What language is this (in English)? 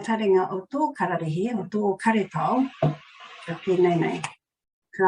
Māori